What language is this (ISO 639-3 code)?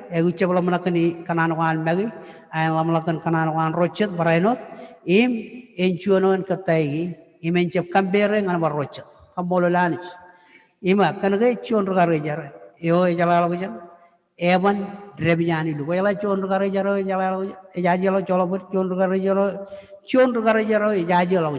mah